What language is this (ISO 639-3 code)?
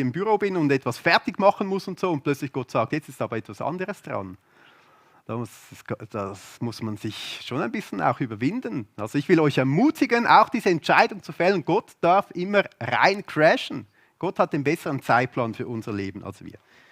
gsw